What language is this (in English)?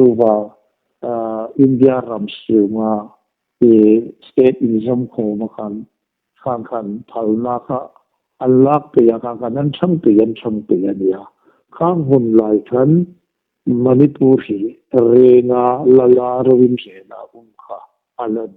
Hmar